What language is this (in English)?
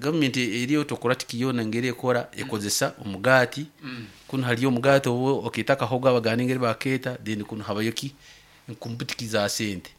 Nyankole